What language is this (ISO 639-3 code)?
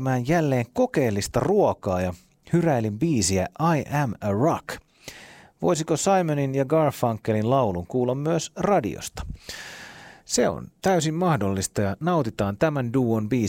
fin